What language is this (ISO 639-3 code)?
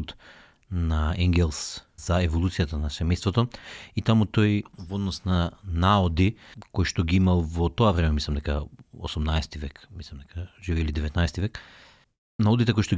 mkd